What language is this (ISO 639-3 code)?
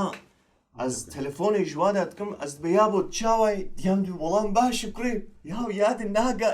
kur